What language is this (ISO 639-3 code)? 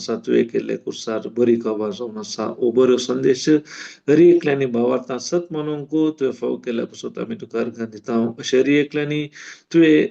kok